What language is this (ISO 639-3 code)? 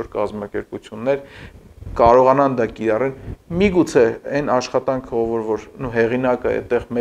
hye